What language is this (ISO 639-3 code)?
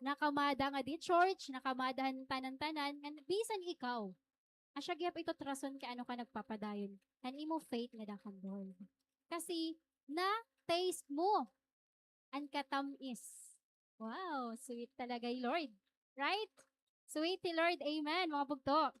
war